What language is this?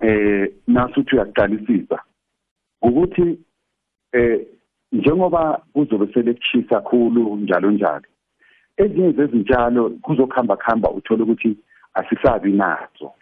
South Ndebele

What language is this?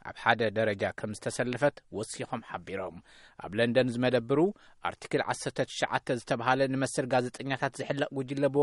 Tigrinya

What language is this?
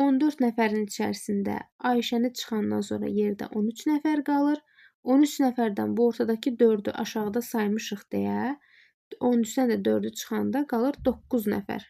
Azerbaijani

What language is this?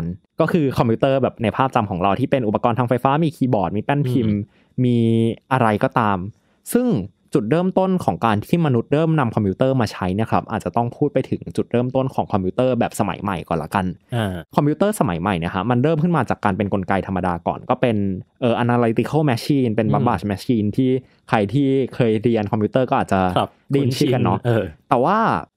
Thai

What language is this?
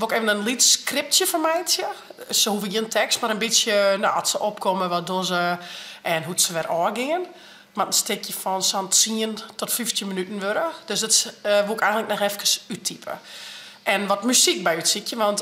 Western Frisian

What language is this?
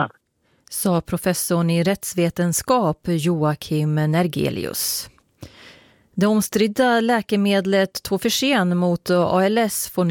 Swedish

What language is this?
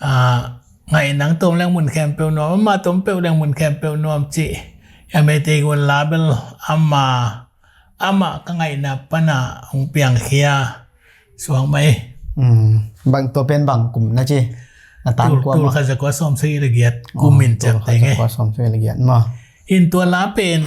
Tedim Chin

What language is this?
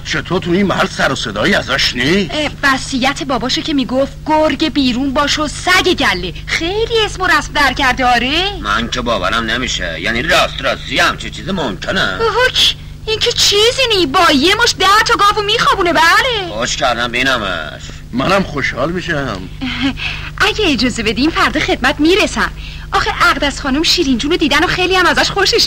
Persian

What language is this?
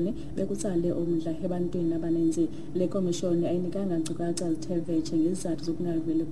Xhosa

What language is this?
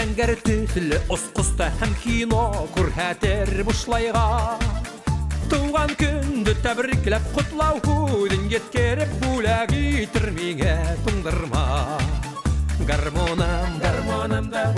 Bashkir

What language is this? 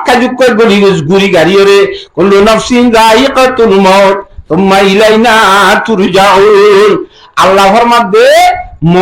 Rohingya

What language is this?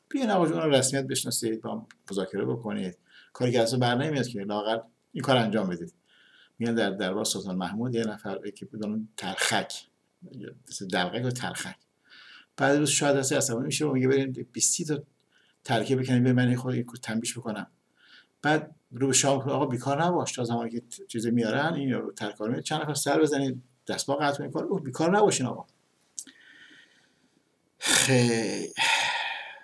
Persian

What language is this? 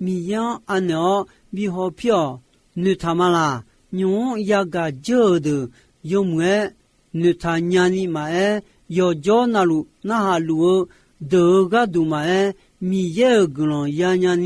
Akha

